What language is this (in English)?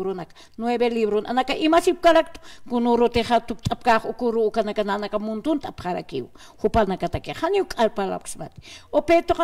Aymara